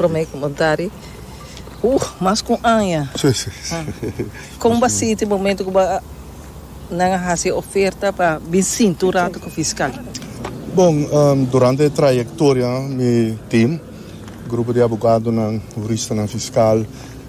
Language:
Papiamento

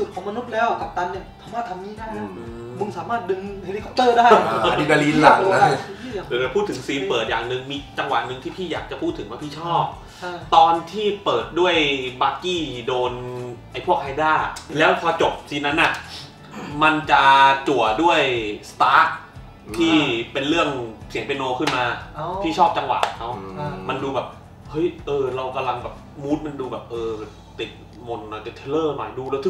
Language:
Thai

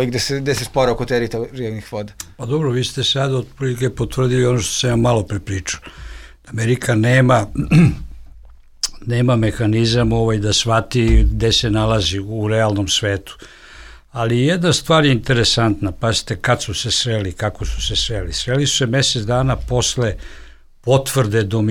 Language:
Serbian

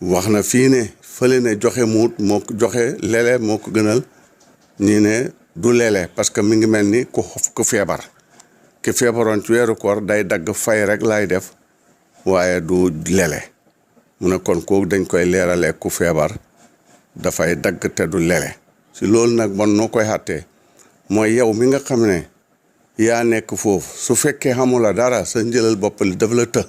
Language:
Wolof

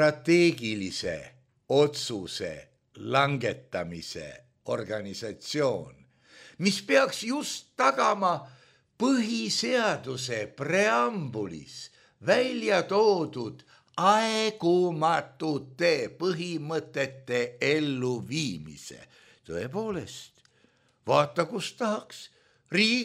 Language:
Estonian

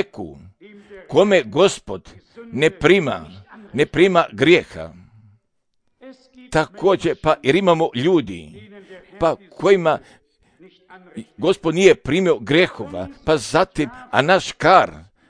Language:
Croatian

